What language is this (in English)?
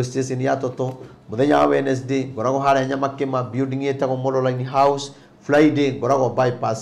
Kikuyu